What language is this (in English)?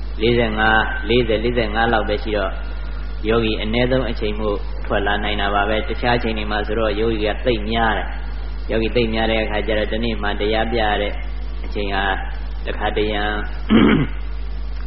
Burmese